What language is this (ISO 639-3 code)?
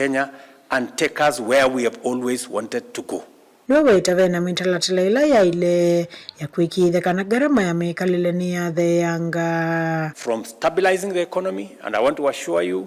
kam